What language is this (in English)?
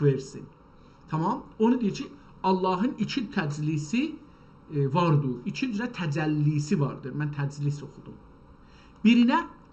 South Azerbaijani